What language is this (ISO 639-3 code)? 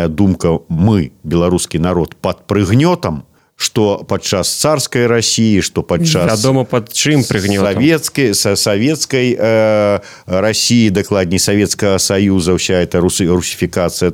bel